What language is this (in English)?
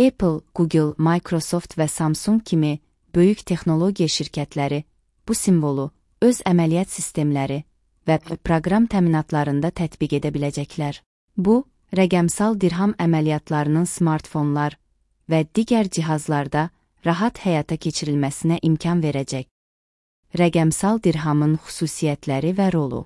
Azerbaijani